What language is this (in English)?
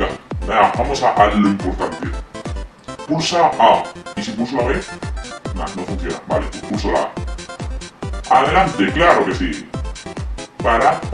Spanish